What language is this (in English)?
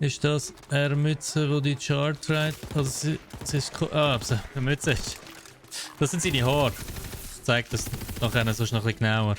Swiss German